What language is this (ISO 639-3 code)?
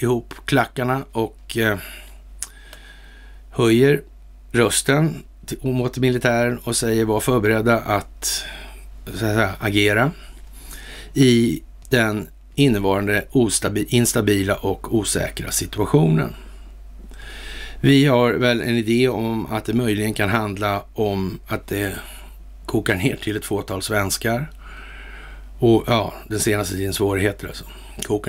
swe